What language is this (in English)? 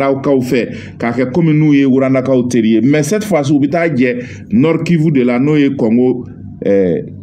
Bambara